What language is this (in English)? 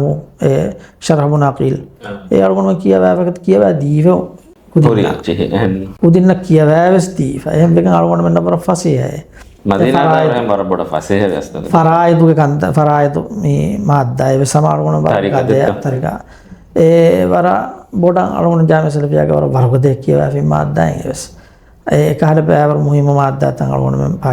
Divehi